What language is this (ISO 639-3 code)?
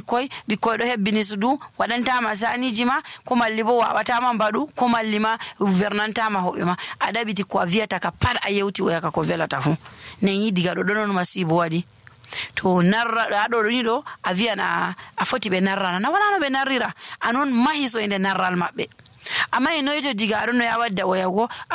fuv